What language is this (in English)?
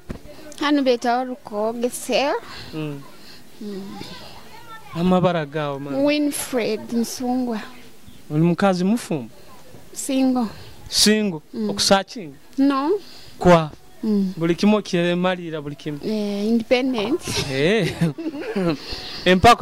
Nyoro